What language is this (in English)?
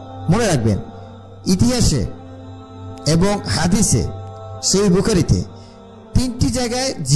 Bangla